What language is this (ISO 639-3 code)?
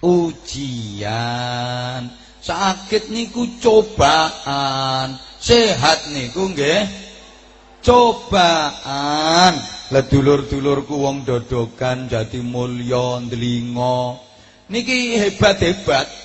jav